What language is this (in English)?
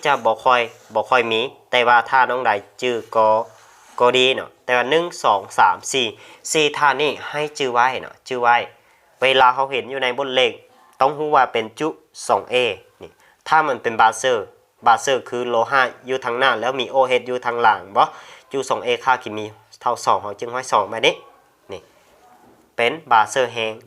Lao